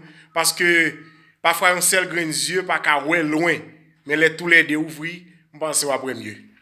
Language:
Haitian Creole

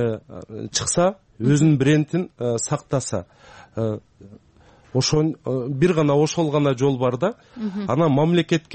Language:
Kyrgyz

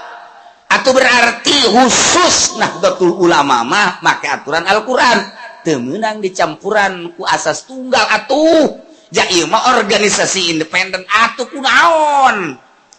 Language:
Sundanese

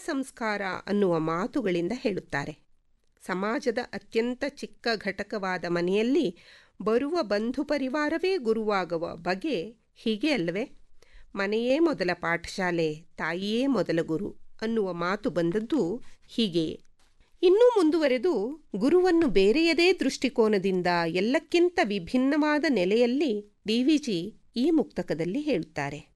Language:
Kannada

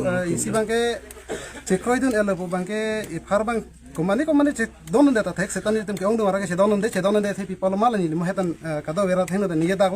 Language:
Karbi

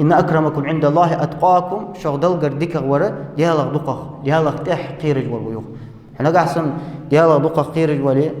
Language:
Ingush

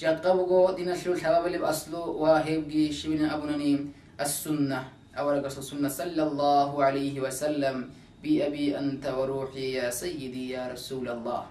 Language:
Avaric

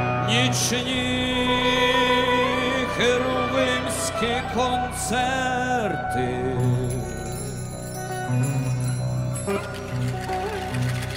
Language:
Ukrainian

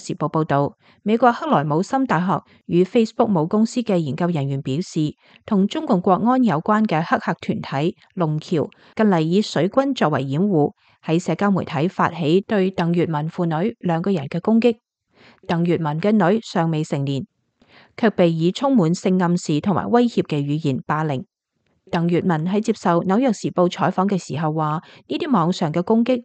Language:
Cantonese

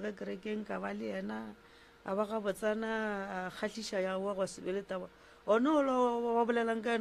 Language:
Northern Sotho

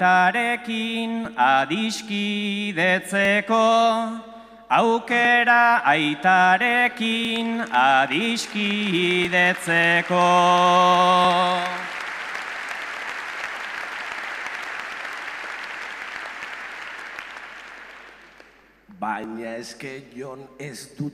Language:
Basque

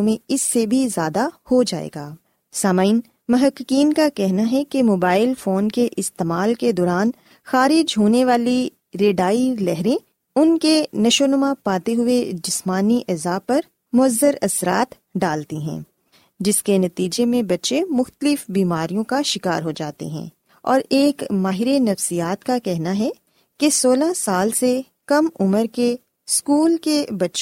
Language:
Urdu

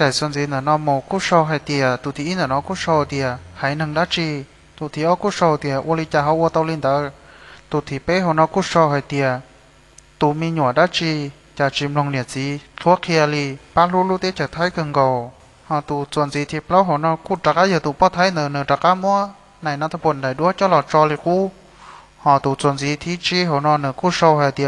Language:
Hmong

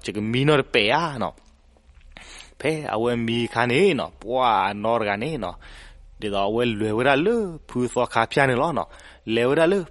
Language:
S'gaw Karen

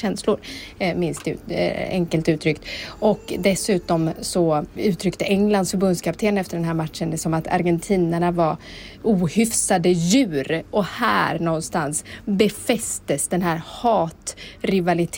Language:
Swedish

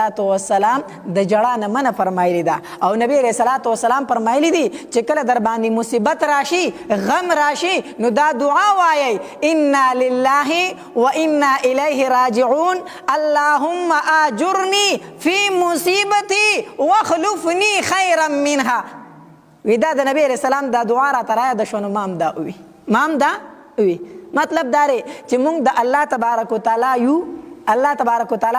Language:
Pashto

